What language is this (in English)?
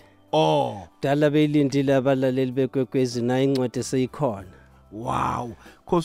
South Ndebele